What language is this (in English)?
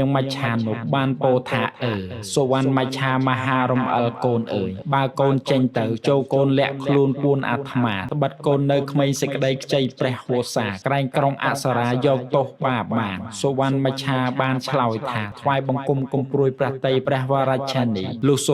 Khmer